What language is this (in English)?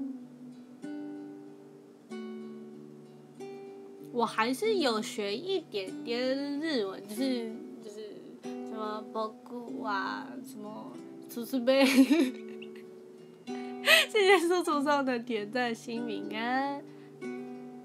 Chinese